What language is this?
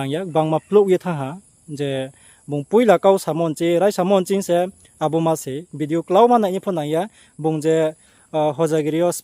Riang (India)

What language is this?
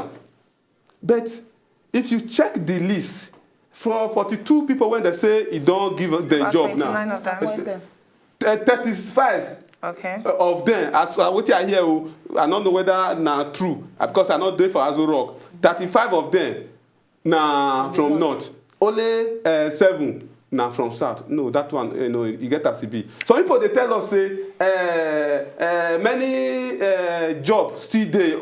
Nigerian Pidgin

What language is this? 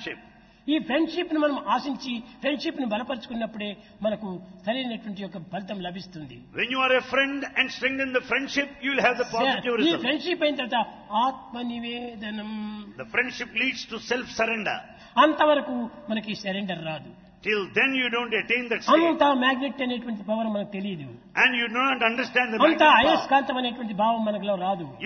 Telugu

